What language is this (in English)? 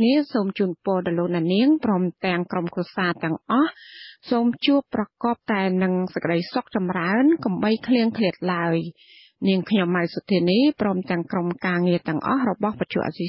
Khmer